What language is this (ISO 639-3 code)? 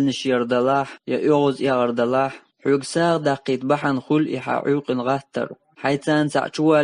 che